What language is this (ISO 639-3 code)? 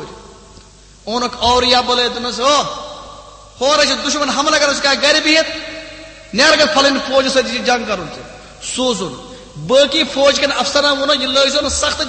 kas